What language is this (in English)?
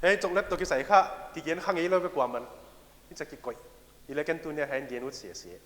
Paite Chin